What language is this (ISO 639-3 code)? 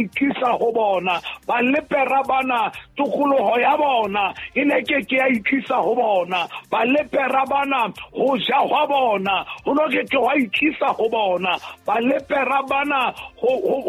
sot